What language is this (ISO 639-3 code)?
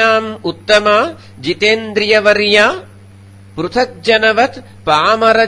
san